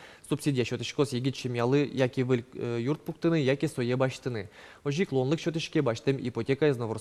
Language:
Udmurt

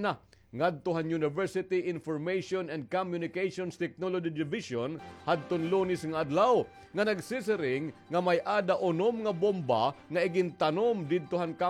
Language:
Waray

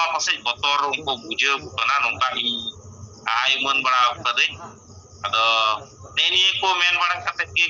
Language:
Santali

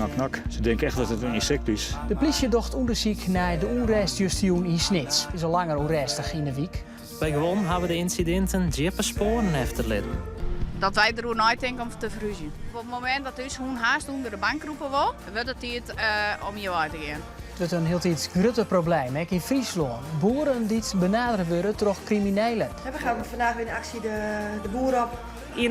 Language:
Western Frisian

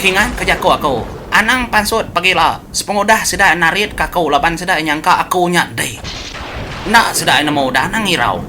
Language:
Iban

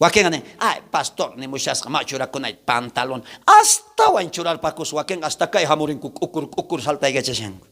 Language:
South Bolivian Quechua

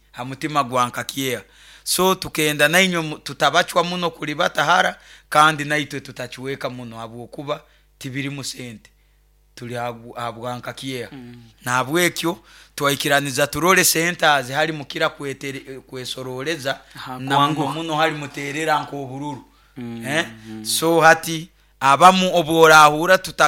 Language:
Nyoro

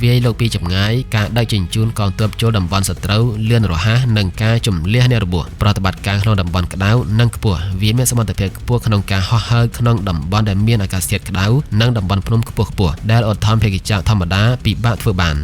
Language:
Khmer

